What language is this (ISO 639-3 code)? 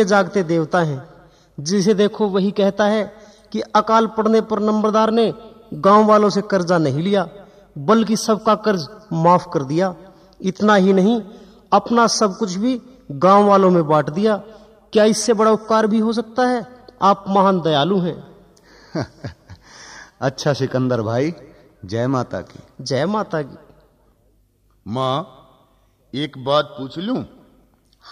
hin